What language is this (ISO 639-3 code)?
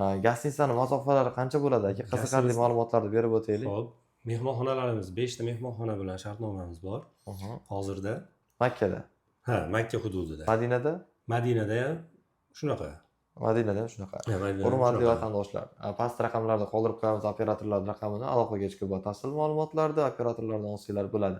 uzb